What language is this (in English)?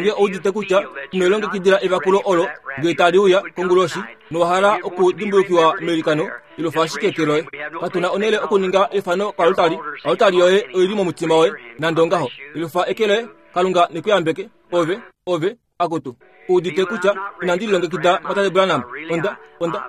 Kuanyama